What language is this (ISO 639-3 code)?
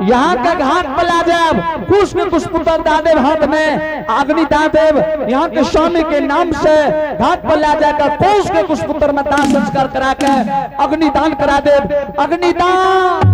anp